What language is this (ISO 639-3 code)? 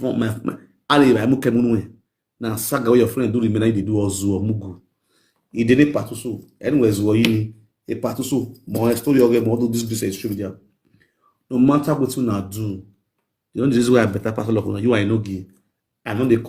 pcm